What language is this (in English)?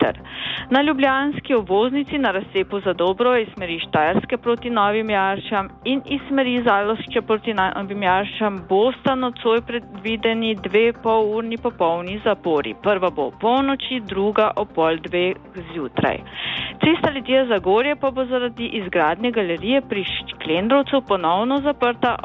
Slovenian